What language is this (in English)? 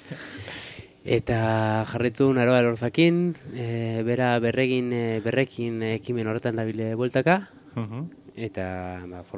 Basque